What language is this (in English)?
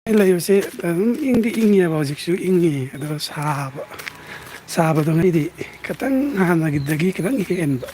Manipuri